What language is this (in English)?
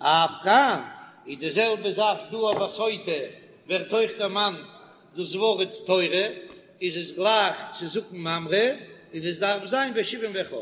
Yiddish